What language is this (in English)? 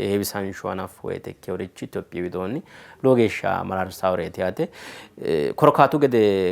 Sidamo